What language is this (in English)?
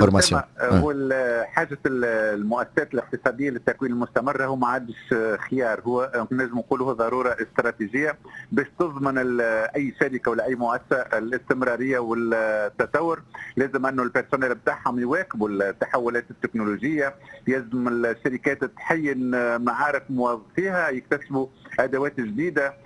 Tunisian Arabic